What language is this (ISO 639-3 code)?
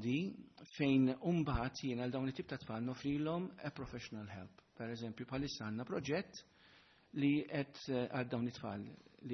mlt